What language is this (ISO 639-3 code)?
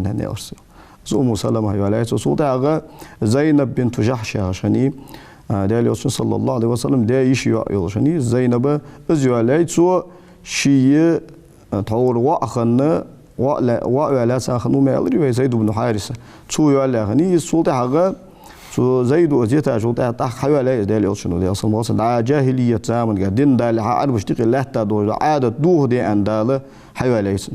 inh